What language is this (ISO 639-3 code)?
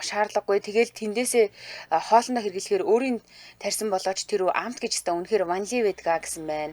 mon